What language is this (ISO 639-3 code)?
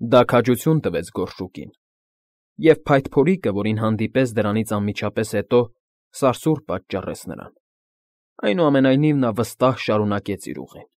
hye